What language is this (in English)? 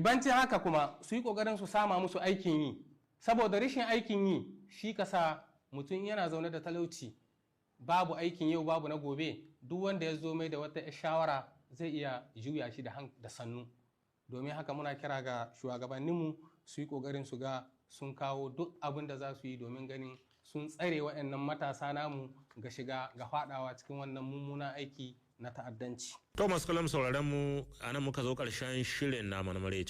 Hausa